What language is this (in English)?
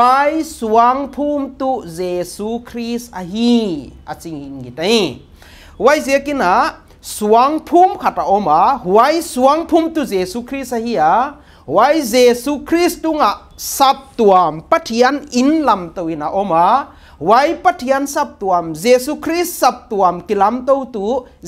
Paite Chin